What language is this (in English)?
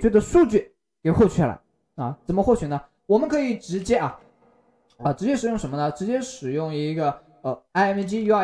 Chinese